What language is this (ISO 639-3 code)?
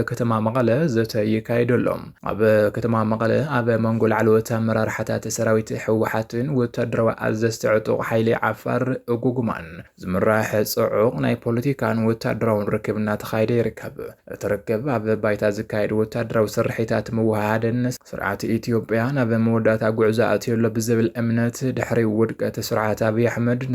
tir